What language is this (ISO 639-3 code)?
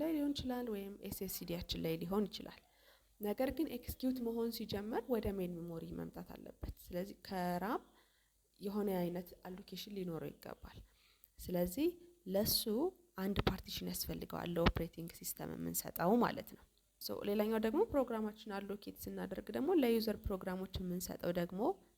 amh